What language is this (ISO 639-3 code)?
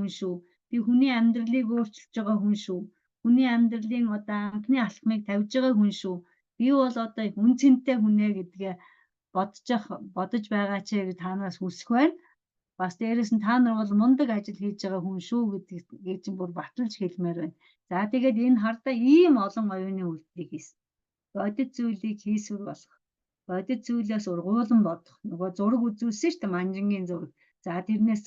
mon